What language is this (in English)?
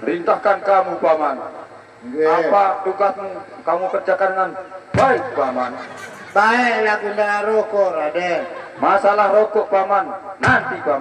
Sasak